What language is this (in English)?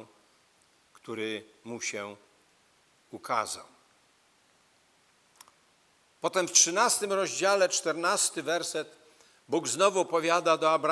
Polish